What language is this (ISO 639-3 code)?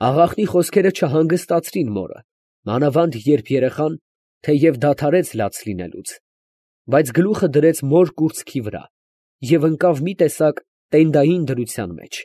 hye